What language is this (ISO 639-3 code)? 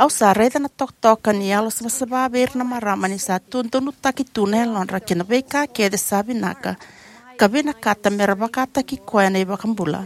fij